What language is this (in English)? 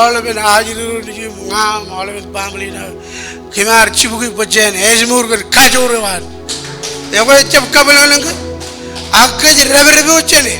Marshallese